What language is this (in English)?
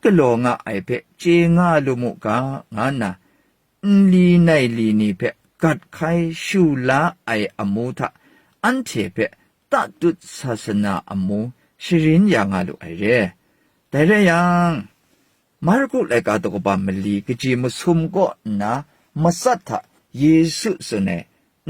Kachin